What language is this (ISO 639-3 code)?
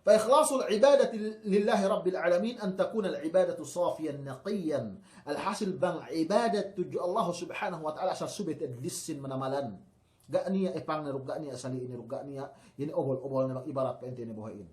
yka